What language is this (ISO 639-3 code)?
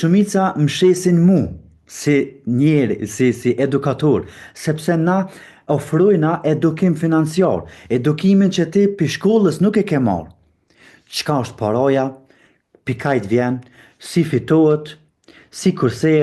sqi